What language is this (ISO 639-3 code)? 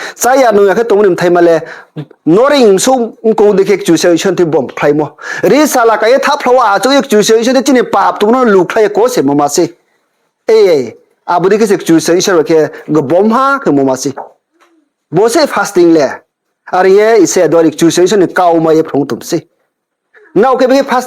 ria